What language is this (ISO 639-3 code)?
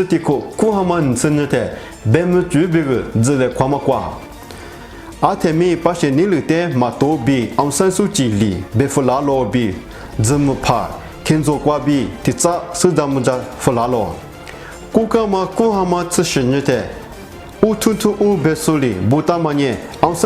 lis